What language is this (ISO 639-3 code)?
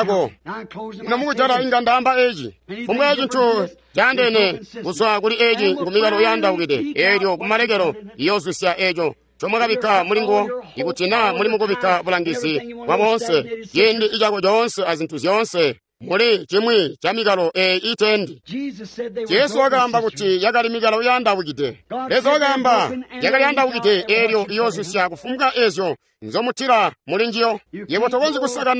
toi